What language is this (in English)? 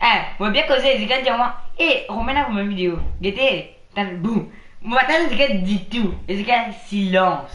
Morisyen